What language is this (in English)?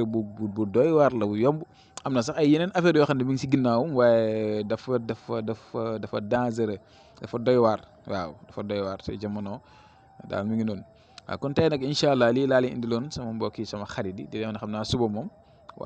Wolof